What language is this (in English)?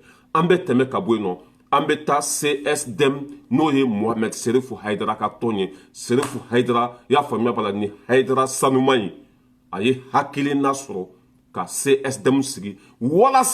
Bambara